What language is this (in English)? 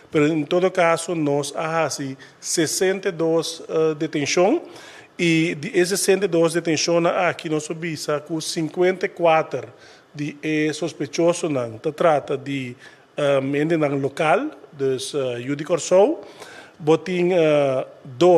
Papiamento